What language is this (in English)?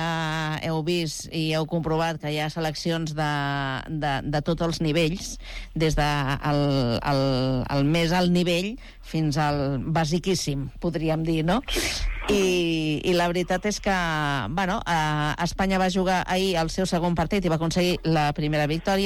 Catalan